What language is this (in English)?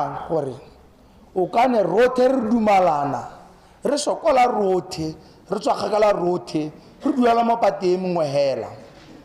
Tswana